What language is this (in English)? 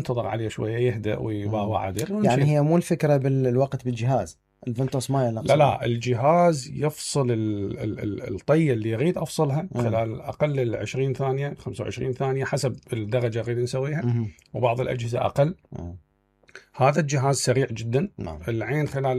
Mesopotamian Arabic